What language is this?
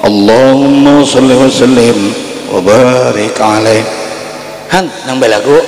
Banjar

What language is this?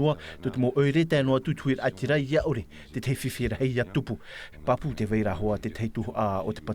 Tahitian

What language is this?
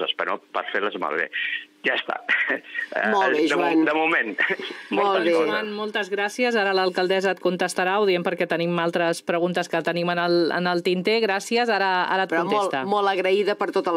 Catalan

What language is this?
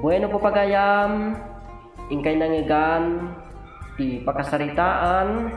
Iloko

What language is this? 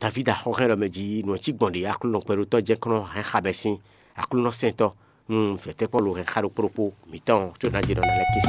Fon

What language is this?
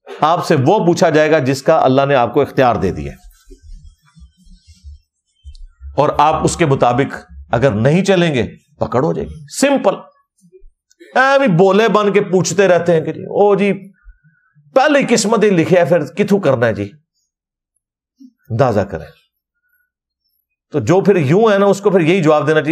Urdu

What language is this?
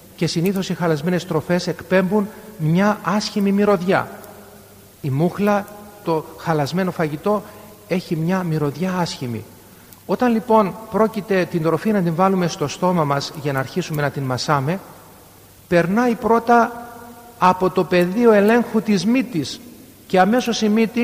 Greek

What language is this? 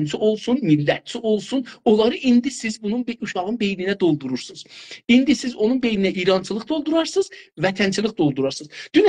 South Azerbaijani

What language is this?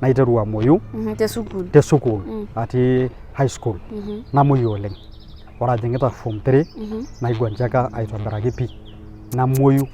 Masai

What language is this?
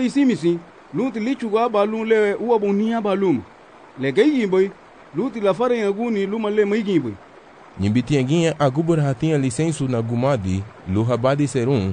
Garifuna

